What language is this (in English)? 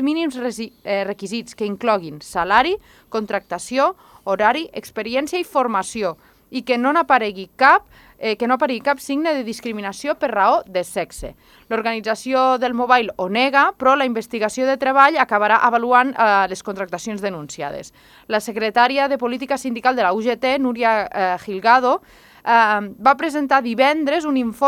Catalan